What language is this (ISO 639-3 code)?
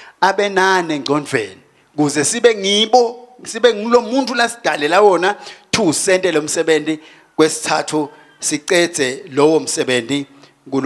ssw